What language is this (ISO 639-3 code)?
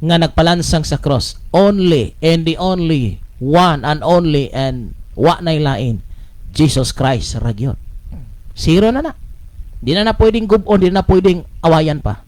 ceb